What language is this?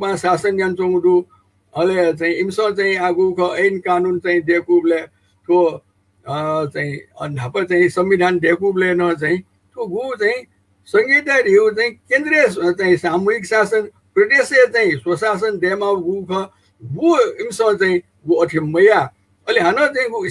Newari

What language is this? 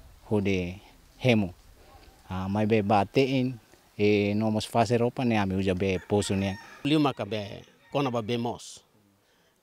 Tetum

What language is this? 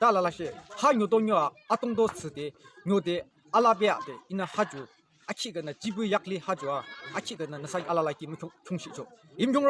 Yimchungru Naga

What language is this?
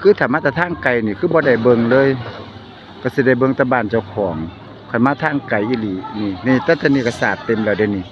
Northeastern Thai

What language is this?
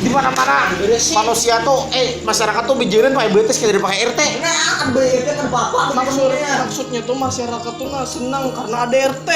Banjar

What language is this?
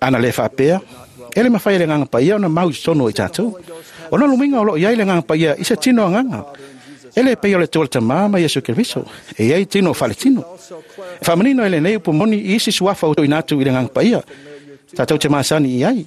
Samoan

